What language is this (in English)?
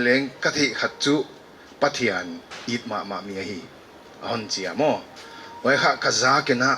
Paite Chin